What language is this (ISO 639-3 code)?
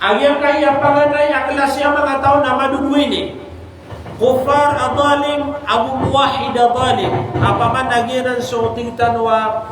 mrw